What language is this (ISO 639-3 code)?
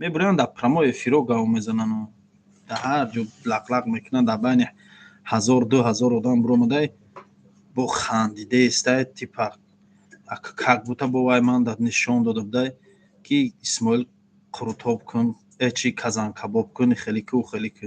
tgk